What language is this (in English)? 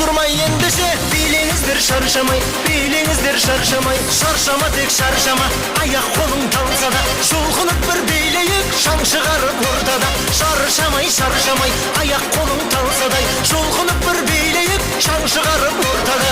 Kara-Kalpak